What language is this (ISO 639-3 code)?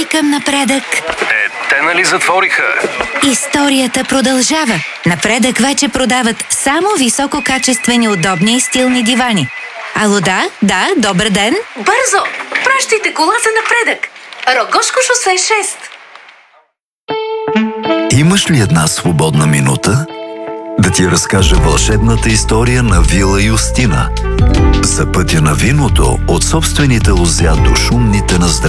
bul